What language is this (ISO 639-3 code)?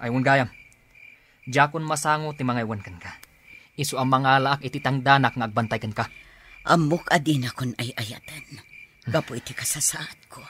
ilo